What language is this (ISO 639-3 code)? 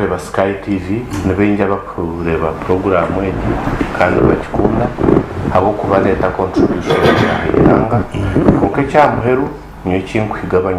nyn